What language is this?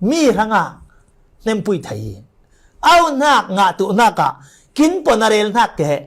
Falam Chin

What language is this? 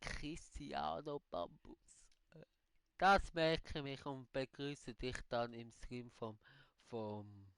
Swiss German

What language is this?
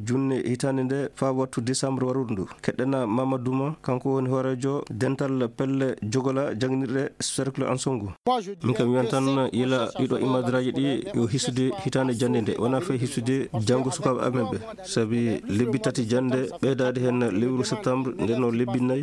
Fula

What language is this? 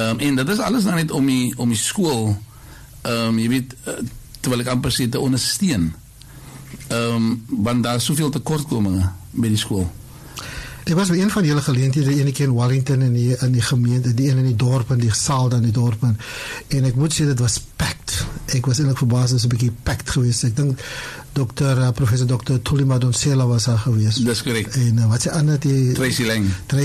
Afrikaans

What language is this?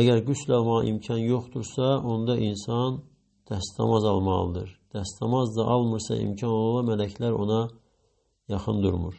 Azerbaijani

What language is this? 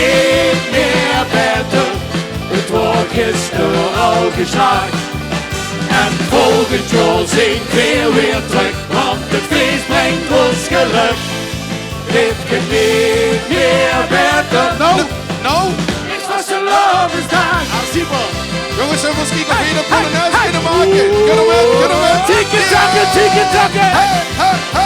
Limburgish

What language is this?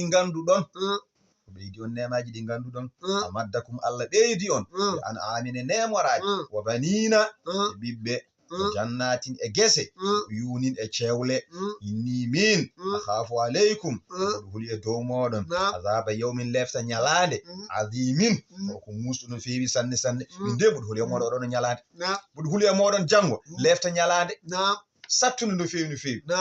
Fula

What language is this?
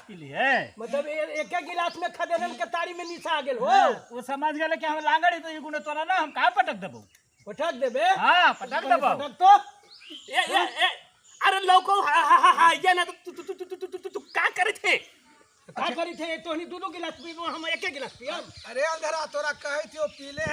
Magahi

